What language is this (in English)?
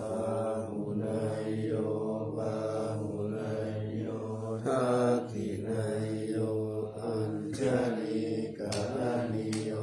Pali